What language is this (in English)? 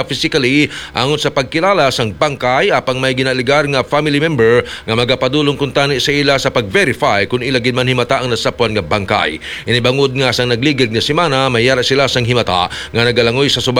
Hiligaynon